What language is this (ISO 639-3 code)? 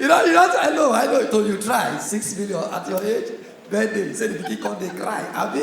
pcm